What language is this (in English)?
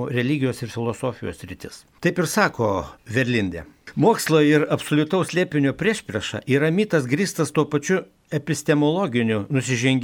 Lithuanian